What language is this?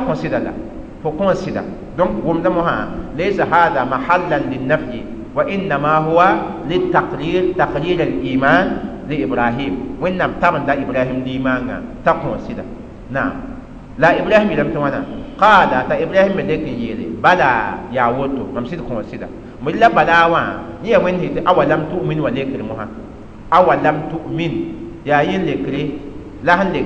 Mossi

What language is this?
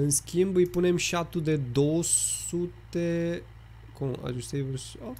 Romanian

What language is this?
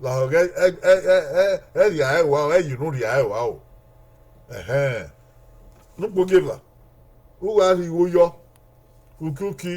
Bini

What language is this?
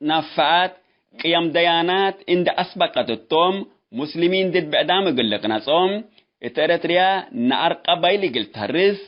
Tigre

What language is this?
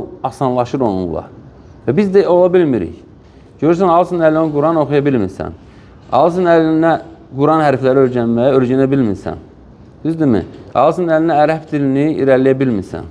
Azerbaijani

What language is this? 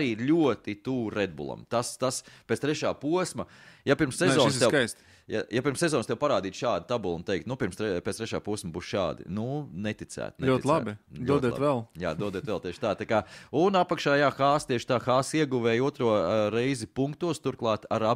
Latvian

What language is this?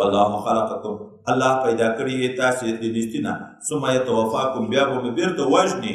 Pashto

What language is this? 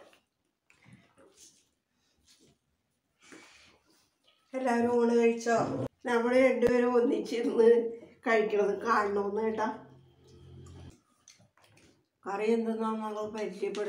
Malayalam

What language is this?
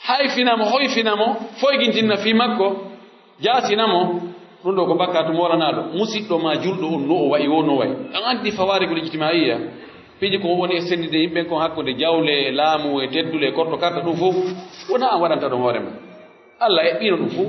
Pular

